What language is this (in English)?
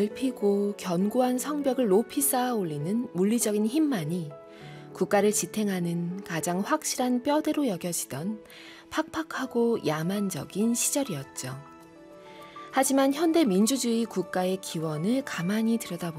Korean